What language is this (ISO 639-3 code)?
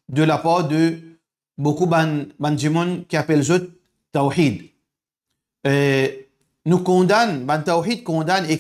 mfe